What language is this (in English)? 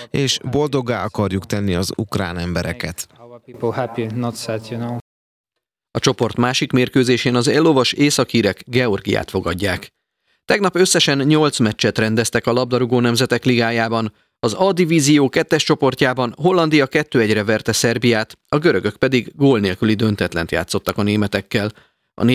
Hungarian